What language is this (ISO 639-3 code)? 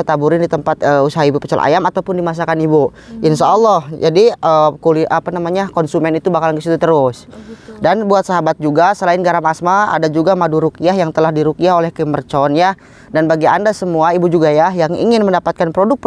ind